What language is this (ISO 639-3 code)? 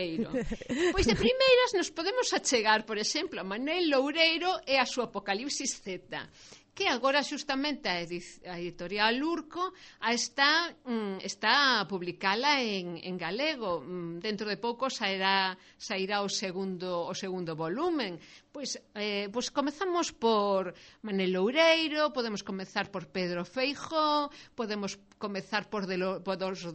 glg